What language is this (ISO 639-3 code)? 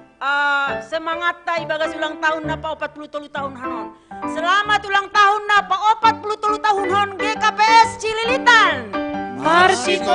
bts